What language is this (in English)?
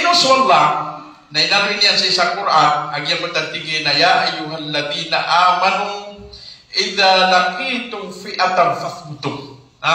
Maranao